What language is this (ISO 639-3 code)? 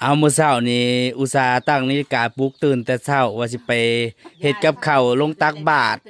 tts